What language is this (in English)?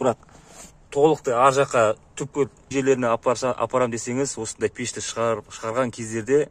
Kazakh